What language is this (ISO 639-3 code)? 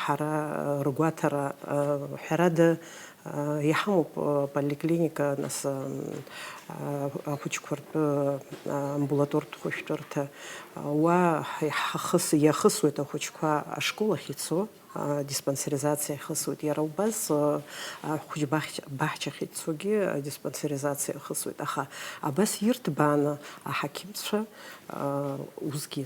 abk